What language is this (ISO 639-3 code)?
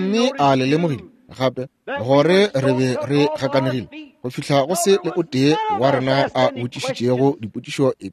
nso